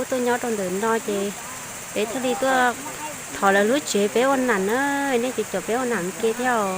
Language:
Hmong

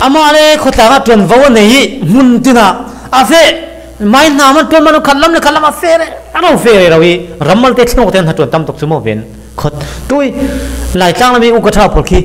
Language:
Falam Chin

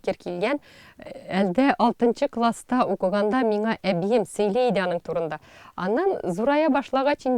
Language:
Tatar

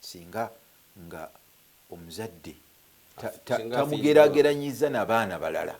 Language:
Ganda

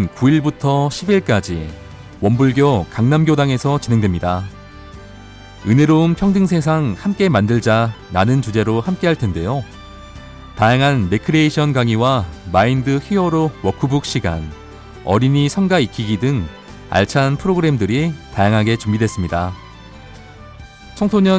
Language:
Korean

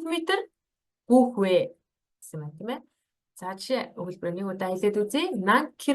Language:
Mongolian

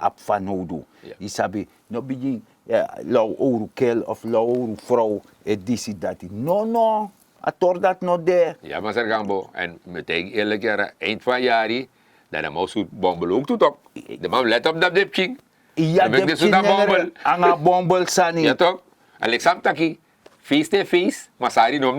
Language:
Sranan Tongo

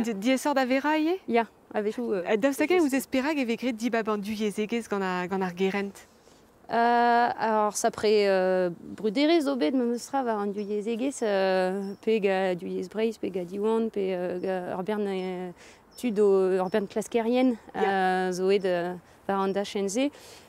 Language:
Breton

